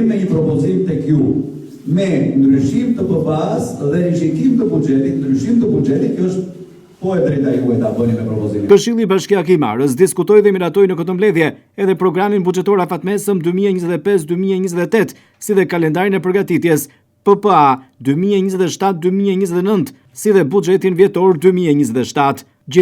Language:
Albanian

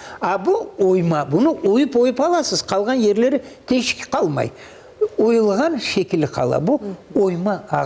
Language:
Crimean Tatar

